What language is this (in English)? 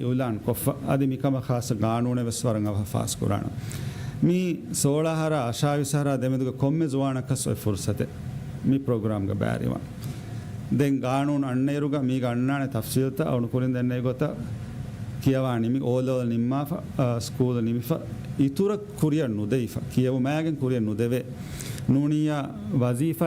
Divehi